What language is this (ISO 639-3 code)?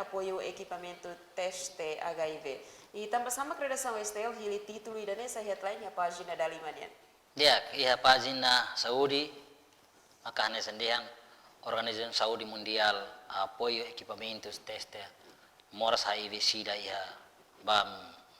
tet